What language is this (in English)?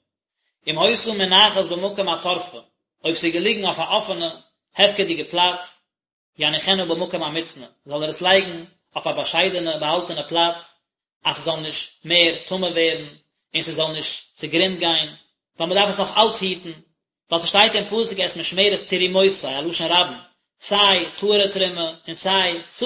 Yiddish